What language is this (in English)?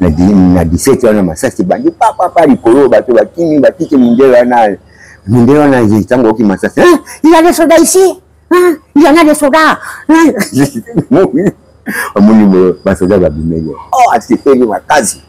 Lingala